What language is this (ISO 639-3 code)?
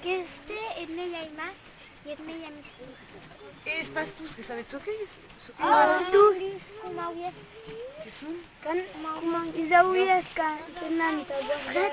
oci